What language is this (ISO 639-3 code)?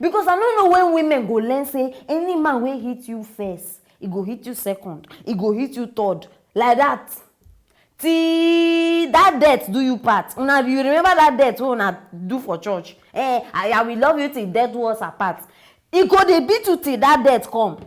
pcm